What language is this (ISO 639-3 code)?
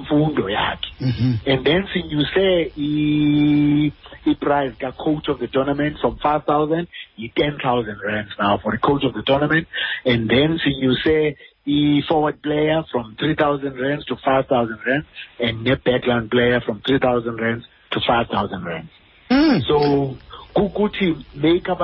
xho